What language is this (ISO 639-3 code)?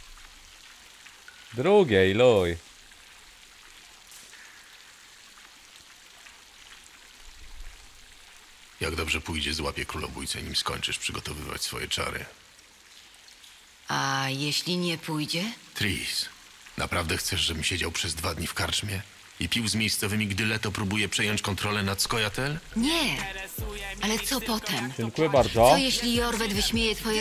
pol